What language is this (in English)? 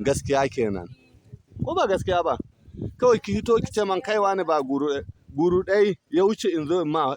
Hausa